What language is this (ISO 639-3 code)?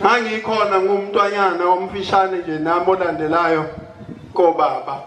zul